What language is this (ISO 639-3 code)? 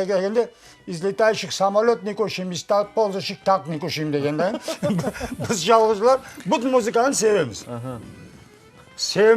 crh